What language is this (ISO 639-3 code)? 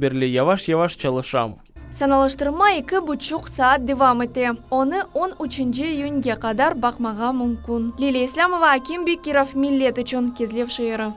crh